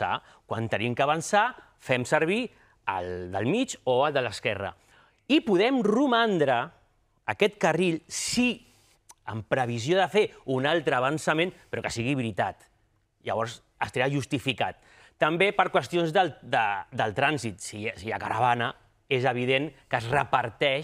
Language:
Catalan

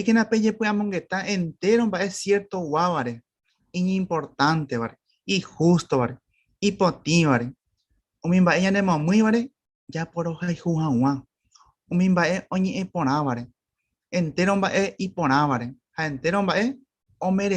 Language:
Guarani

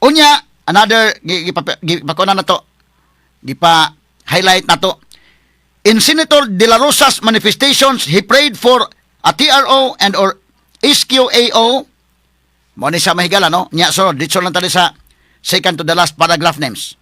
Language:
Cebuano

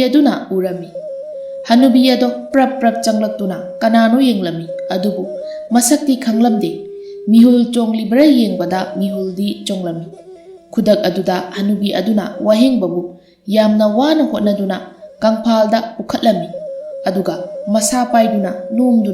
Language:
Manipuri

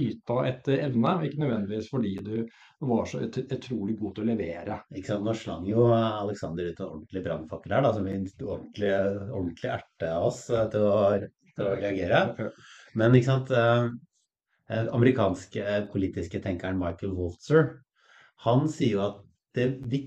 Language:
Norwegian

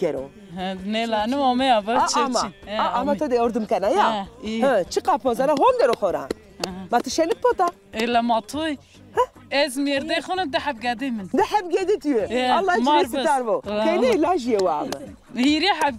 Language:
Zaza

